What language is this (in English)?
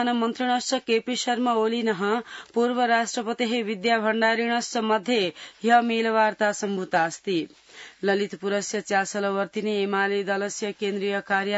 Sanskrit